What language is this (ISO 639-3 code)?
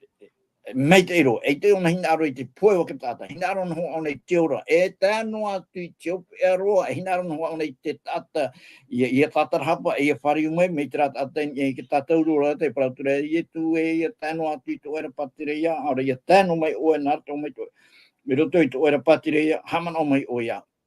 tah